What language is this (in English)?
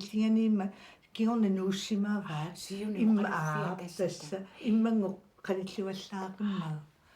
Kalaallisut